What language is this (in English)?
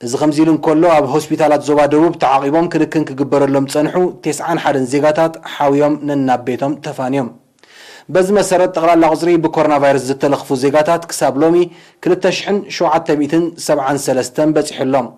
Tigrinya